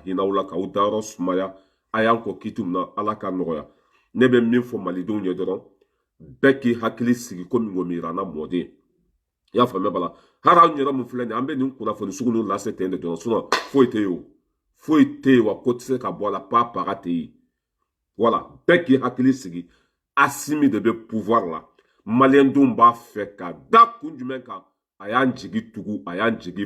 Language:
Bambara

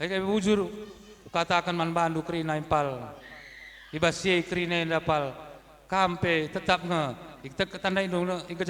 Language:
Batak Karo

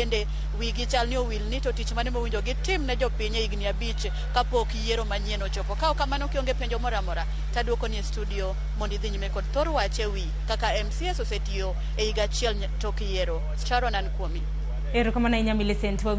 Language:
Luo (Kenya and Tanzania)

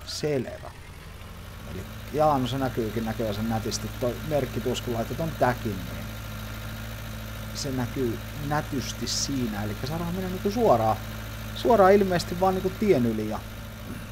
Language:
Finnish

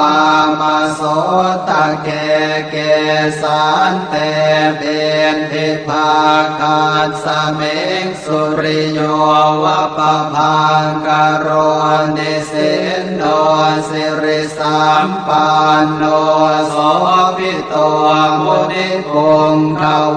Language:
Pali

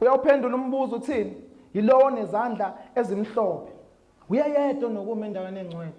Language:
Zulu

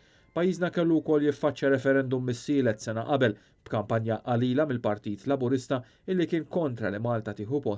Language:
Maltese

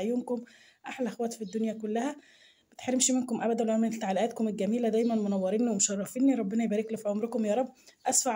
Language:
Egyptian Arabic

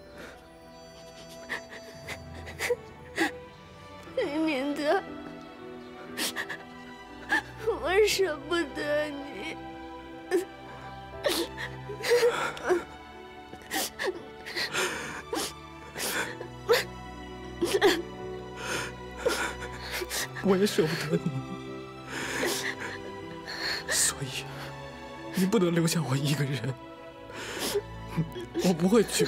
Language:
Chinese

